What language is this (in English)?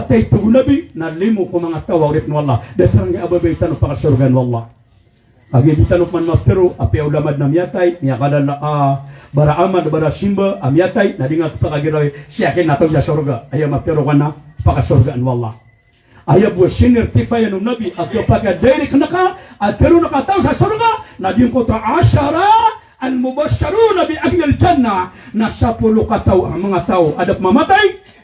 Maranao